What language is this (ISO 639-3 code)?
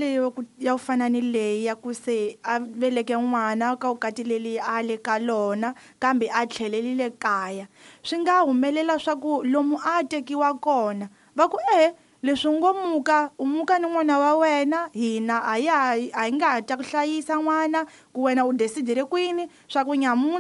tso